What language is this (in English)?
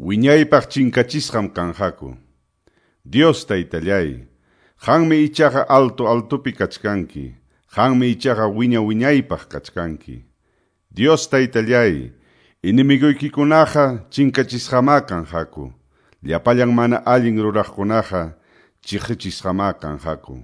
Quechua